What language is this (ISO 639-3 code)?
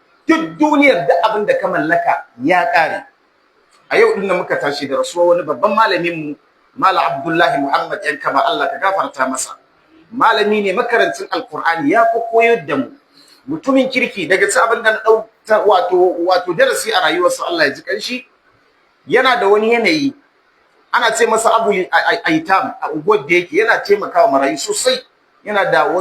hau